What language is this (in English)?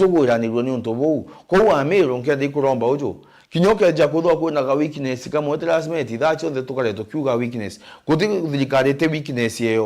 Meru